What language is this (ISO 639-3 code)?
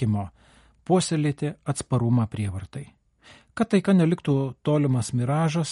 lit